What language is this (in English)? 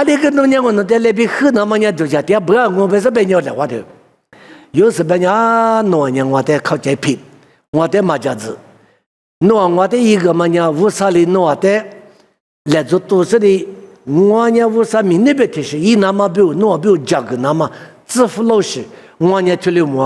Lisu